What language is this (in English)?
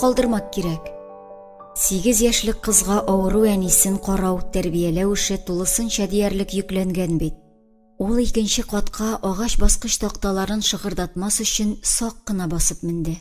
Tatar